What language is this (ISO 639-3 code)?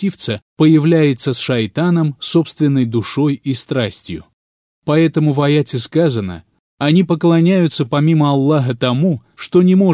rus